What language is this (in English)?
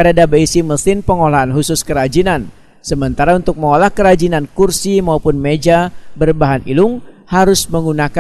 Banjar